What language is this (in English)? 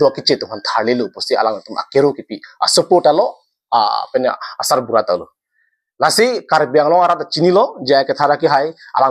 Karbi